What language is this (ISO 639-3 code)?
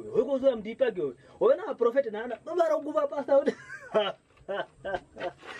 kwn